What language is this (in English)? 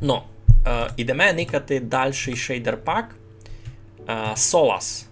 Rusyn